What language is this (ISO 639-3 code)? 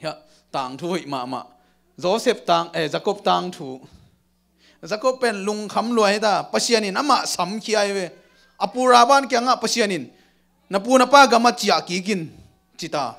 ctd